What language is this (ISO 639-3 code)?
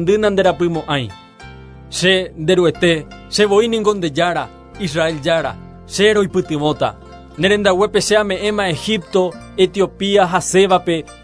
grn